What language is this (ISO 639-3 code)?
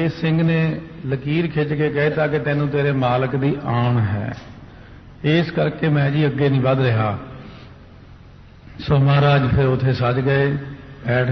pan